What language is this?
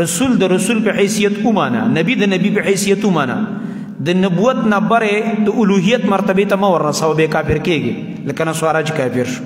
Pashto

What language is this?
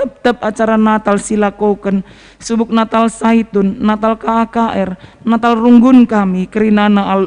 Batak Karo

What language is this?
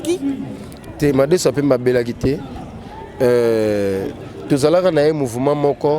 Lingala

